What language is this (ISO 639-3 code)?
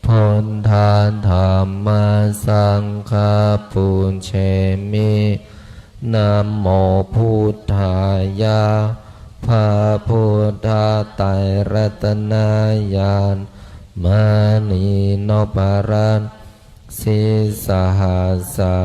pli